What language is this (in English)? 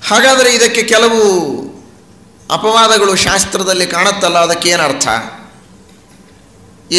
Kannada